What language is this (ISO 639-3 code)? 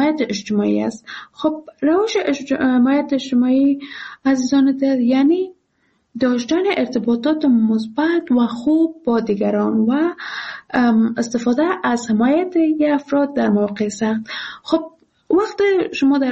fas